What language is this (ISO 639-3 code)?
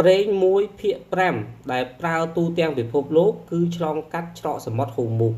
khm